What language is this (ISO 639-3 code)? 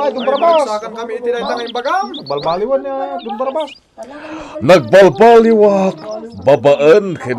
ilo